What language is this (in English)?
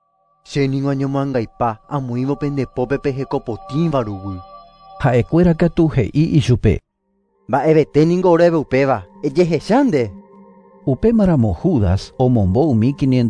Guarani